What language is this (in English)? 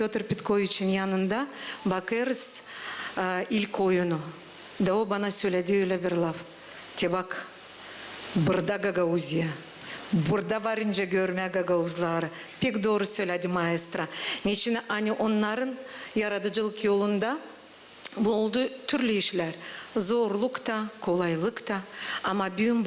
Gagauz